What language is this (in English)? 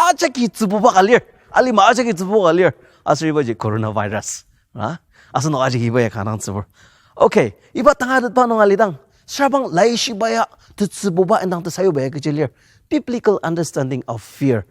Ao Naga